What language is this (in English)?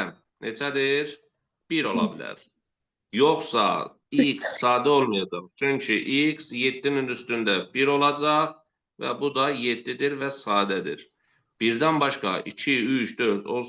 Azerbaijani